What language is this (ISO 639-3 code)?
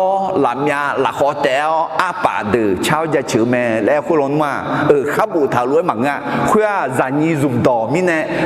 ahk